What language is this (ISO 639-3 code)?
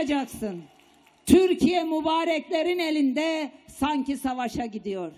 tur